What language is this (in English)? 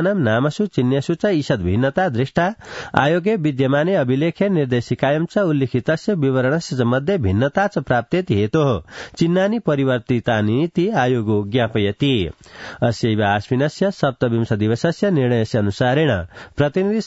Sanskrit